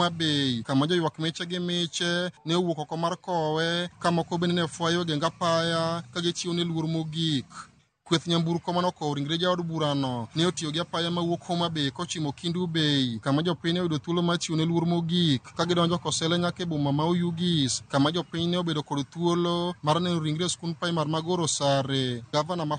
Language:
Luo (Kenya and Tanzania)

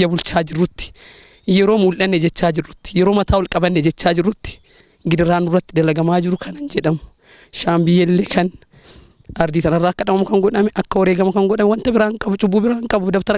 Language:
Oromo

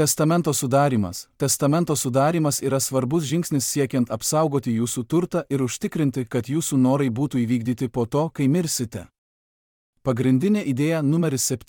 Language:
Lithuanian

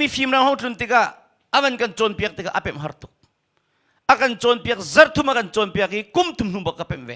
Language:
Hakha Chin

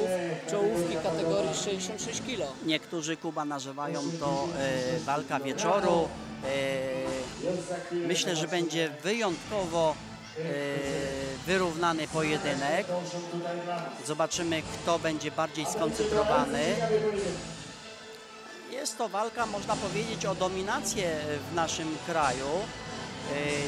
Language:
Polish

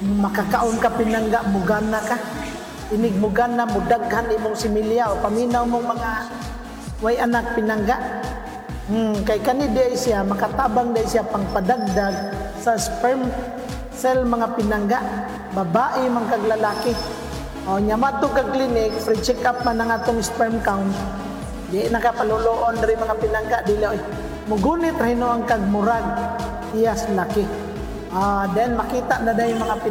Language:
Cebuano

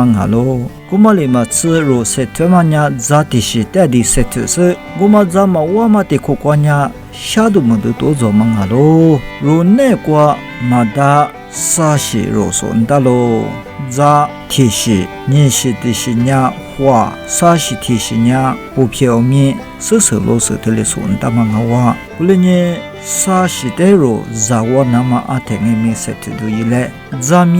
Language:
Lisu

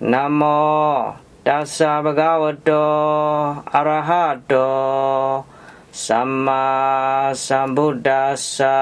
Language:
Pali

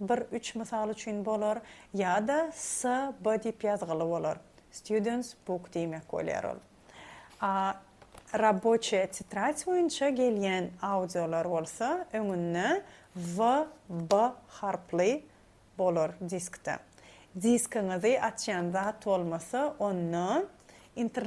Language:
Turkmen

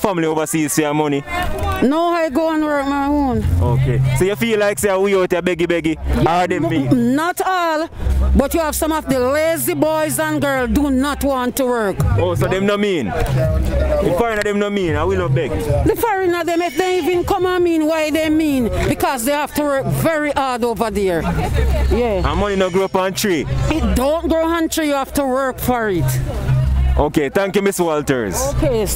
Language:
Jamaican Creole English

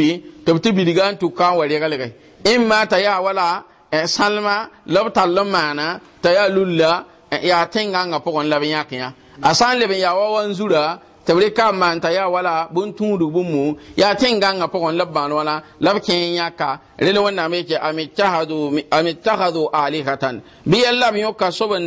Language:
Mossi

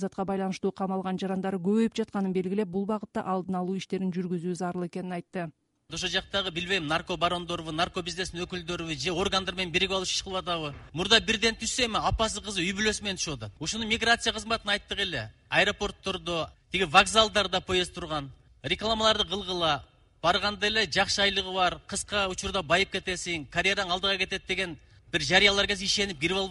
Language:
Kyrgyz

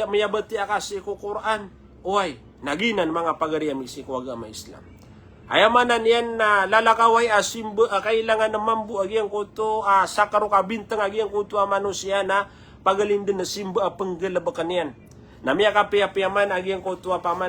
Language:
Maranao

